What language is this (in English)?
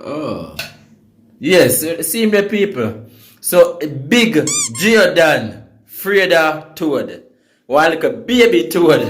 Jamaican Creole English